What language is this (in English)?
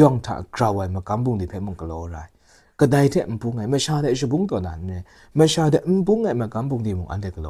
Kachin